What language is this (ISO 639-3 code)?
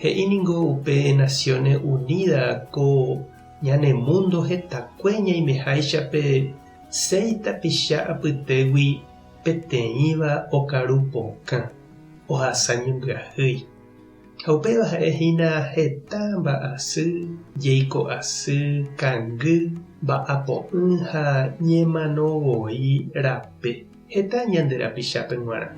grn